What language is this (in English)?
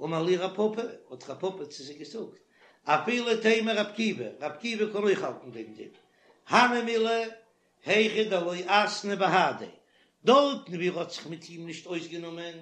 Yiddish